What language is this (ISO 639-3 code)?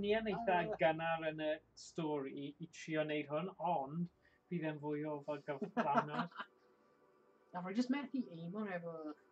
cym